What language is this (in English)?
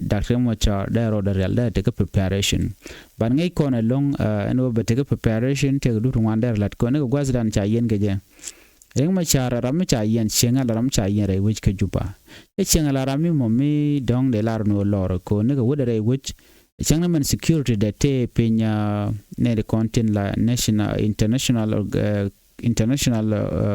Nuer